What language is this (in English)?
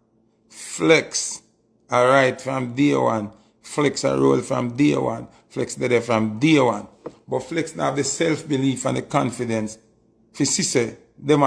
Jamaican Creole English